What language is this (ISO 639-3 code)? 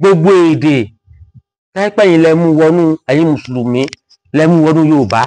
yor